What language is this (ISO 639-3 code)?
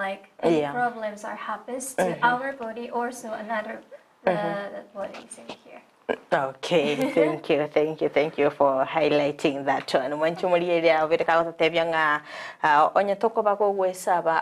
guz